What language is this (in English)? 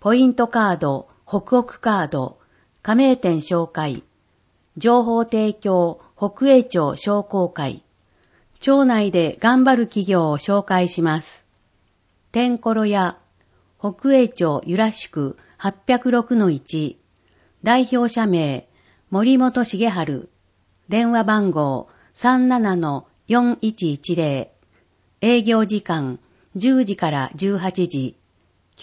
Japanese